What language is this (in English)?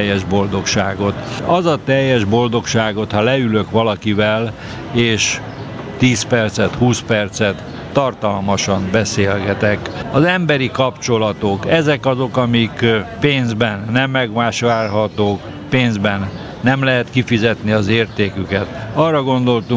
Hungarian